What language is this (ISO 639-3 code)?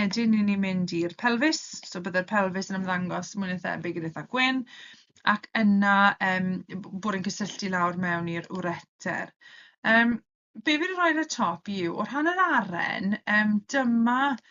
cym